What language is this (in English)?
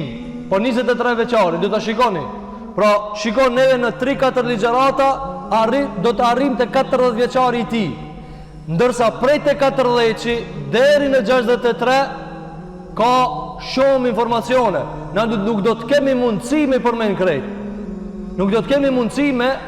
Albanian